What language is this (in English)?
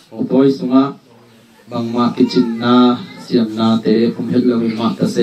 Tedim Chin